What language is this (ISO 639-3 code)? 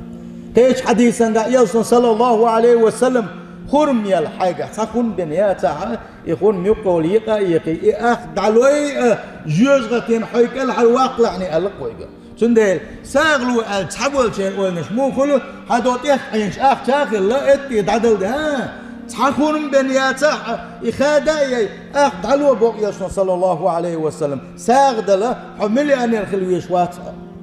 che